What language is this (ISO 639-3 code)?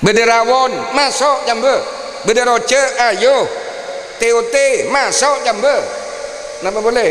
mad